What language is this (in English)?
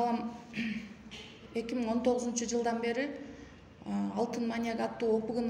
Kyrgyz